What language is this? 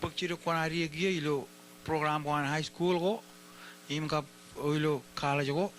Marshallese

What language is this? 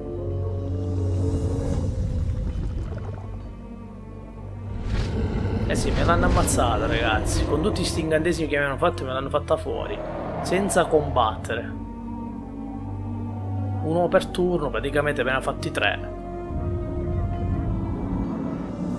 Italian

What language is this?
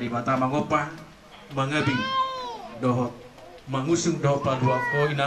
Batak Toba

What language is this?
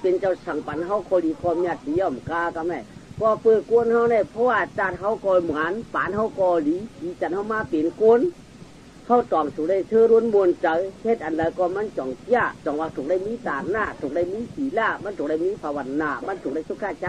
Shan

